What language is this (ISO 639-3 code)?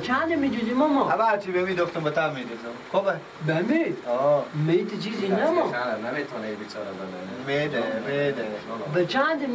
fas